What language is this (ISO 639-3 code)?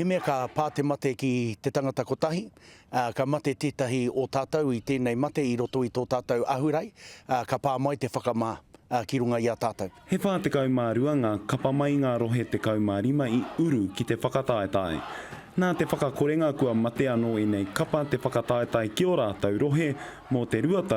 mri